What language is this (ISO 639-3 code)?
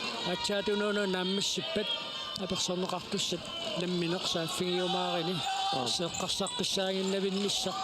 kal